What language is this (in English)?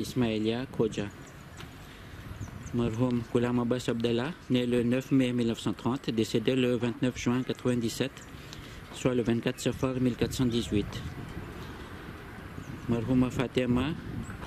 French